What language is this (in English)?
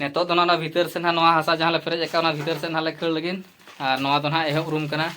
Santali